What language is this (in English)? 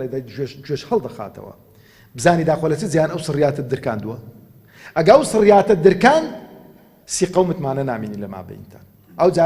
Central Kurdish